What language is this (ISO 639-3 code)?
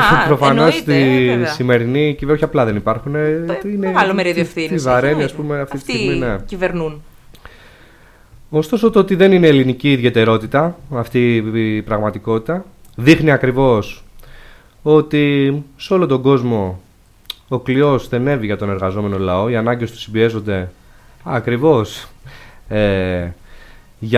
ell